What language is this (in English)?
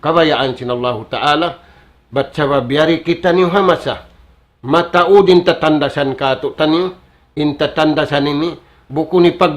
Tausug